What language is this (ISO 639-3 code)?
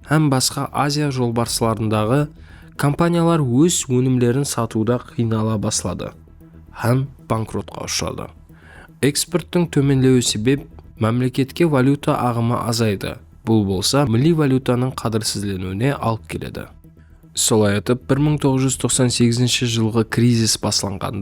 kaa